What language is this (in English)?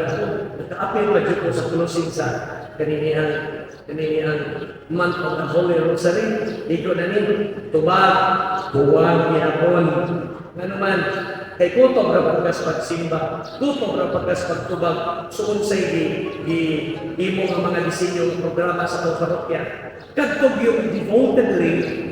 Cebuano